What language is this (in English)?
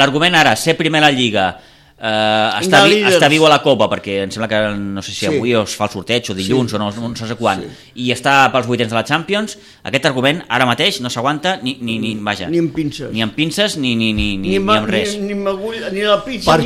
Catalan